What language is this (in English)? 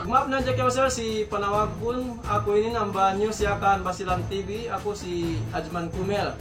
Yakan